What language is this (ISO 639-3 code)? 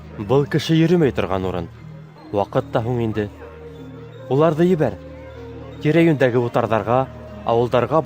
bak